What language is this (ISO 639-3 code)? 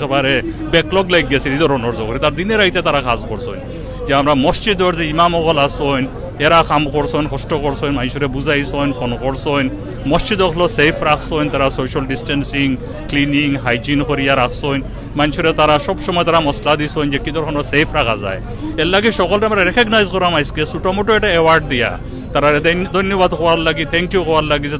syl